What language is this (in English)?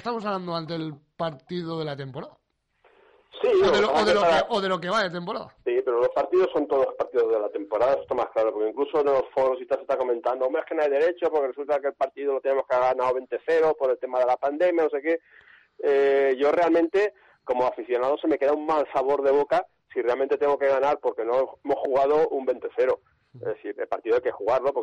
Spanish